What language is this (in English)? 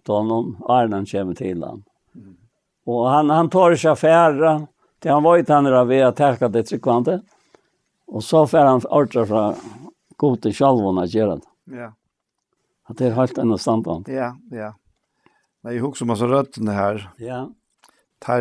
Faroese